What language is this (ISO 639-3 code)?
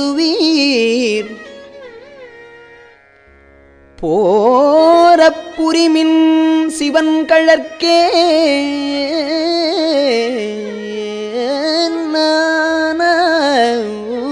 tam